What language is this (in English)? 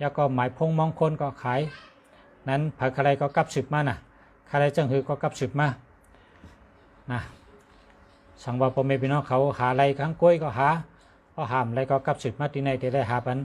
Shan